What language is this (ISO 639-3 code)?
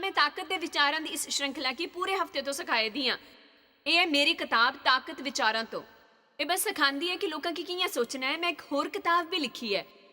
doi